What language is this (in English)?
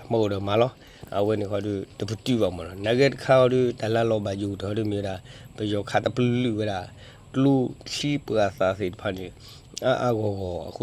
S'gaw Karen